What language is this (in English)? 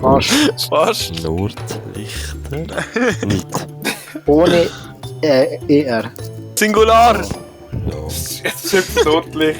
Swiss German